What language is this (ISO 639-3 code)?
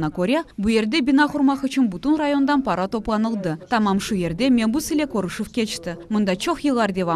crh